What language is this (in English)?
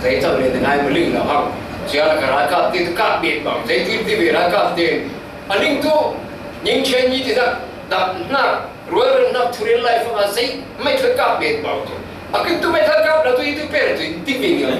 Falam Chin